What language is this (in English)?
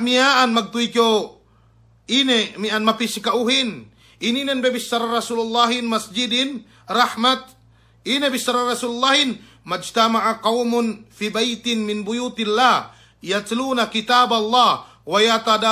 Yakan